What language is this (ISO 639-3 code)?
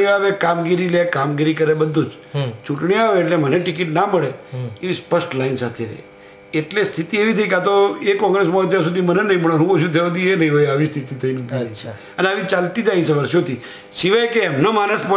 guj